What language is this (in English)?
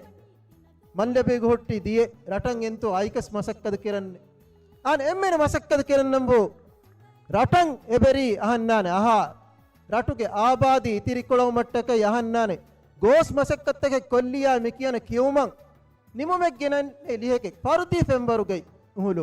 Divehi